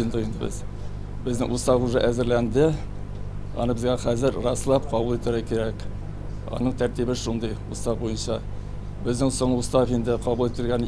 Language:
Tatar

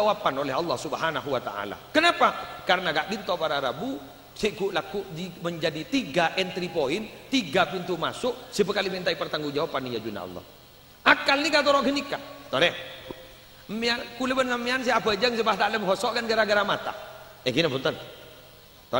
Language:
Madurese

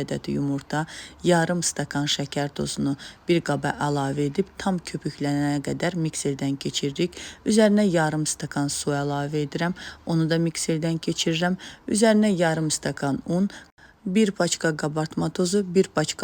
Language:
Azerbaijani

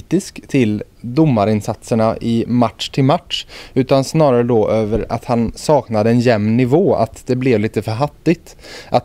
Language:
Swedish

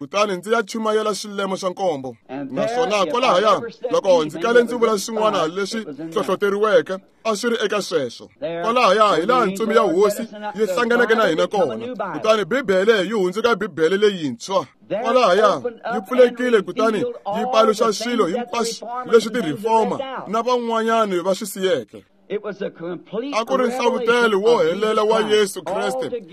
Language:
Tsonga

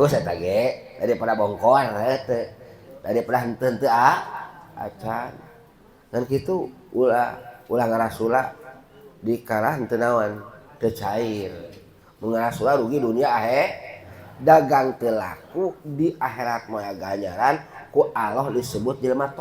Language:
Sundanese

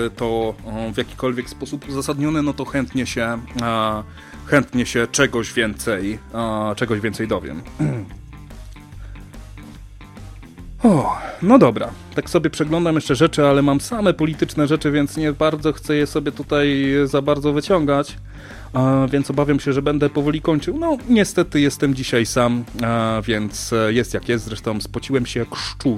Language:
Polish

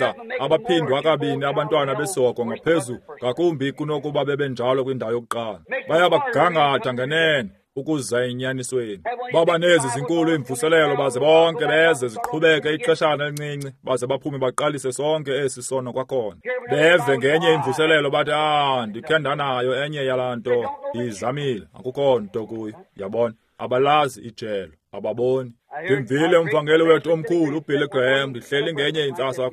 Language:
Xhosa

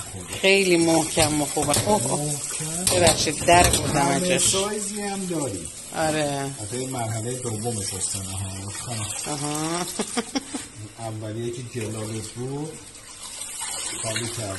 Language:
Persian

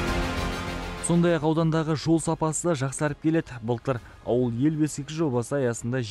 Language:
Kazakh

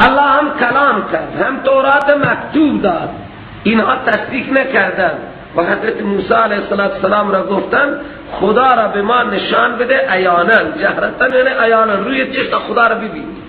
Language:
Persian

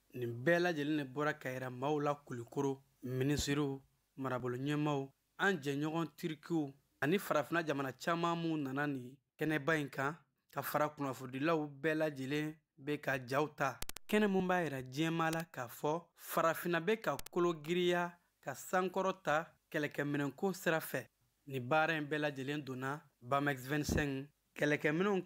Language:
Bambara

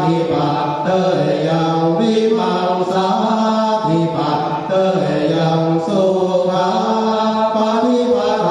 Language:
Pali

